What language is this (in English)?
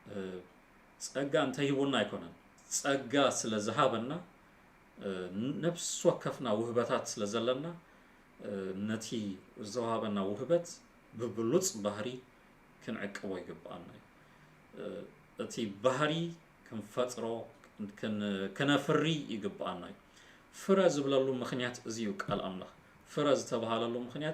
Tigrinya